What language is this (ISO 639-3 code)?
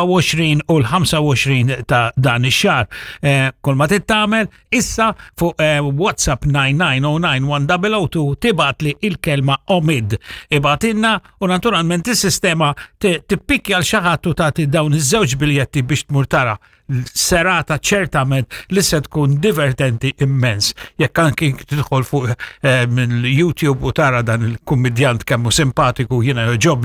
mlt